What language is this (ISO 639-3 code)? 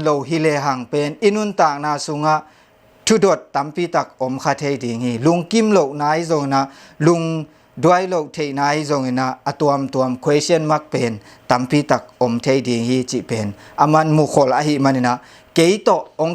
ctd